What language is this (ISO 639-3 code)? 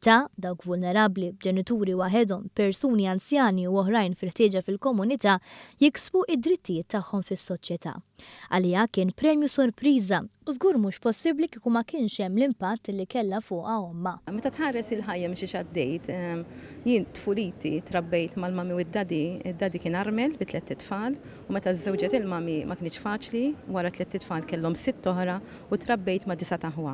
mlt